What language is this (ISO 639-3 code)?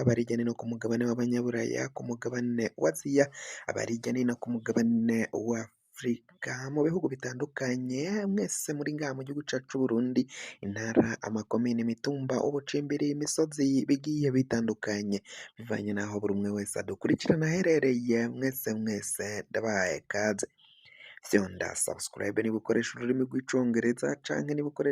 run